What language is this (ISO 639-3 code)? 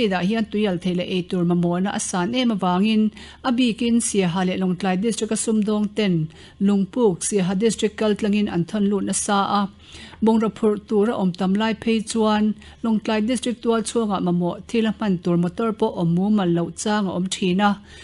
lus